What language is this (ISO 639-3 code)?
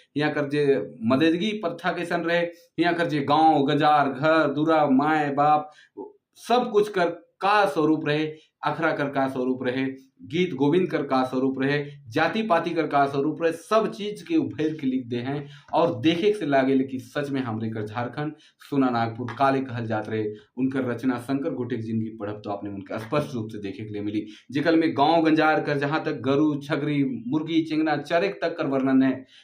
sck